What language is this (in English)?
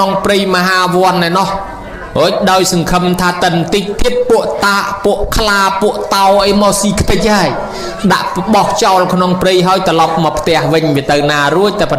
Khmer